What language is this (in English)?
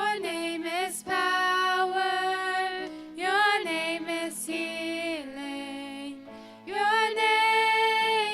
Plautdietsch